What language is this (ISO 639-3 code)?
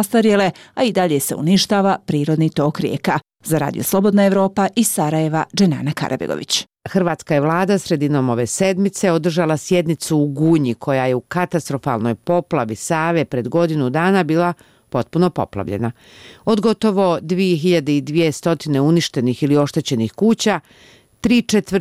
bos